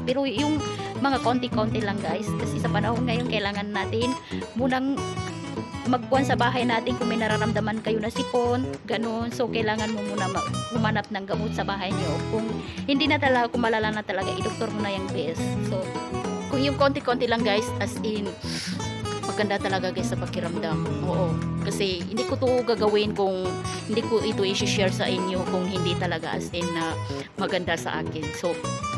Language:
Filipino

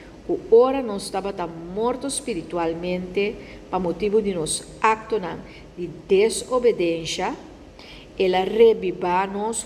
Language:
Papiamento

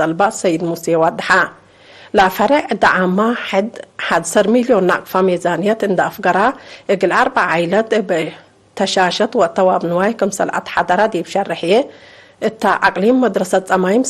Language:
Tigre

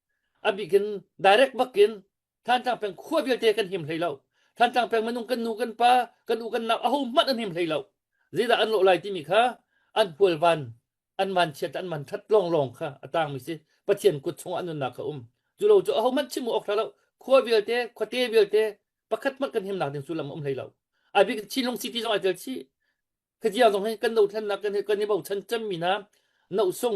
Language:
Hakha Chin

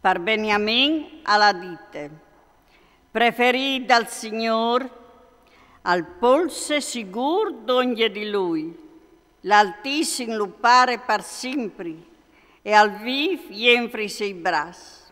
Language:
Friulian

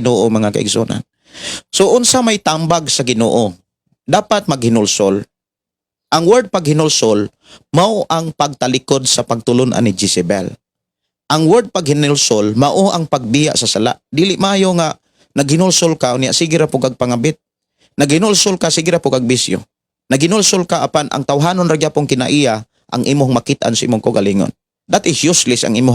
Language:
Cebuano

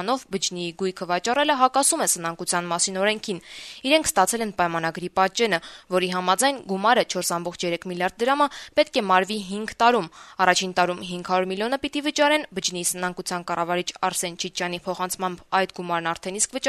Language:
Armenian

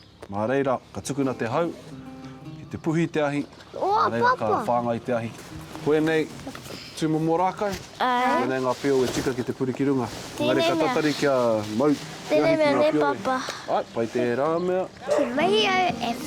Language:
Māori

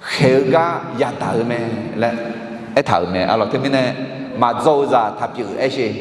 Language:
Akha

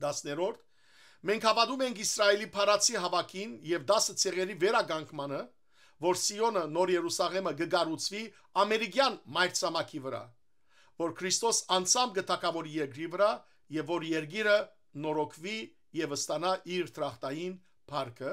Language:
Western Armenian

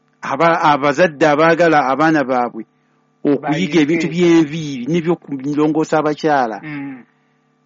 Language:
Ganda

